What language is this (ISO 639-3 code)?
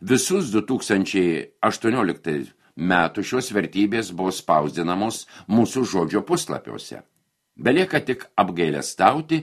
lit